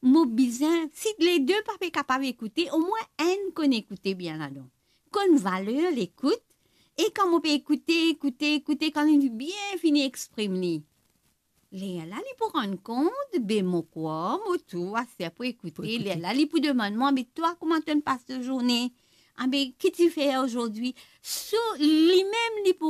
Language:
Morisyen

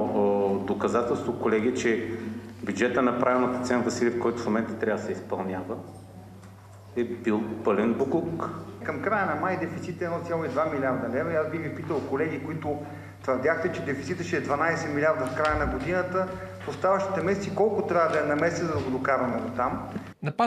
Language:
Bulgarian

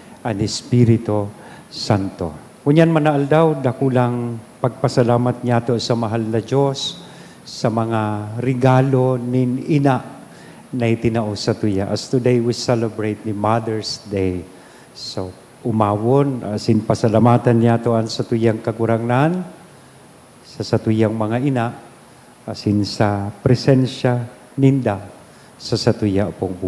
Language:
Bikol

